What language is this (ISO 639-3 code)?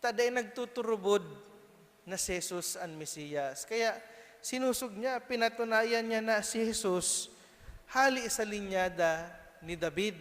bik